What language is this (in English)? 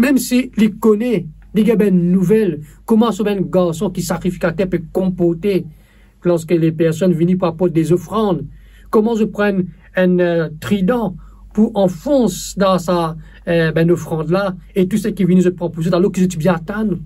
Morisyen